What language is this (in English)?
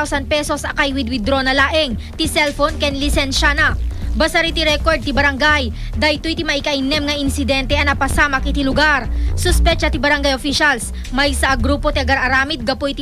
Iloko